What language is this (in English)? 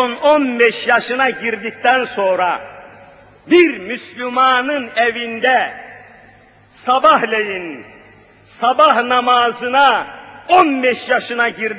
Turkish